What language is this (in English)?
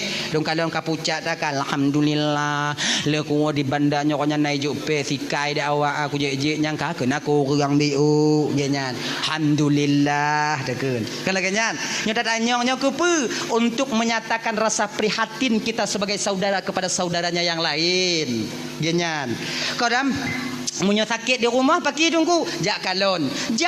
Achinese